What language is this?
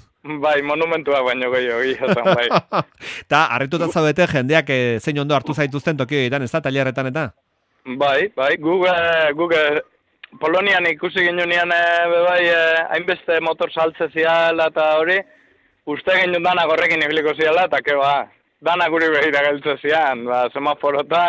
Basque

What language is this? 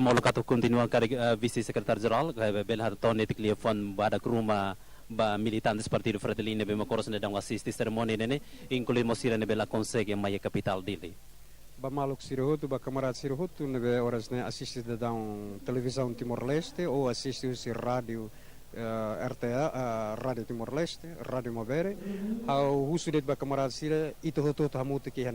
Tetum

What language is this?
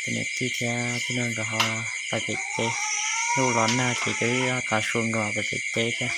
Hmong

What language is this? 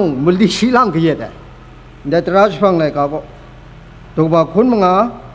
Kachin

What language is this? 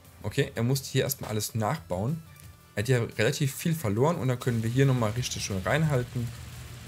German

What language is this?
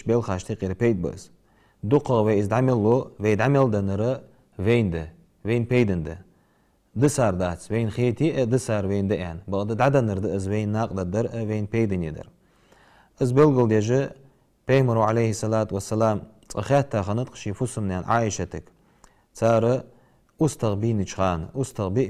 Ingush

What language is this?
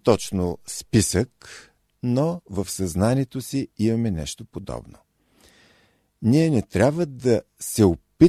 Bulgarian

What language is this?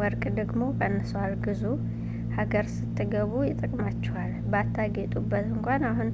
Amharic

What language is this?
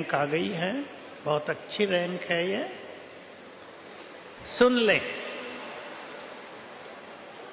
Hindi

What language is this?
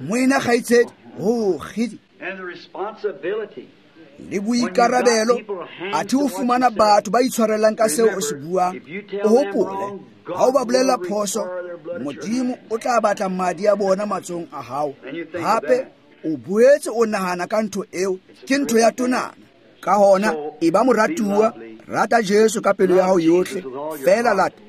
Tswana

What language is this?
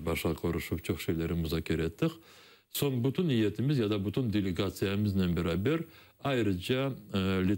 Crimean Tatar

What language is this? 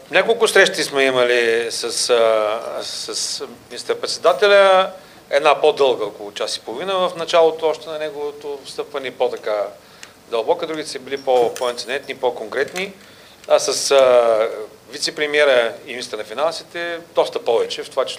Bulgarian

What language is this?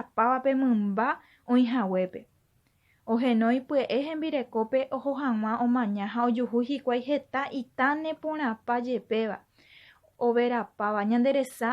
Guarani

